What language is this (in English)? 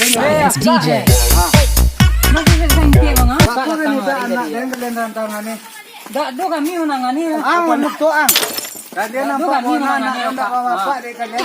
Minangkabau